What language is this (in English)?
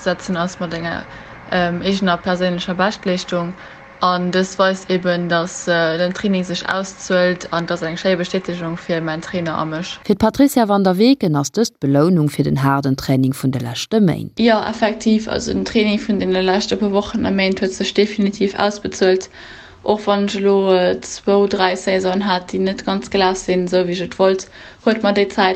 Luxembourgish